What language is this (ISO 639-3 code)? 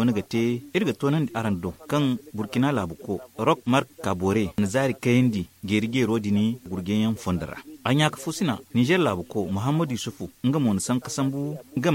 dje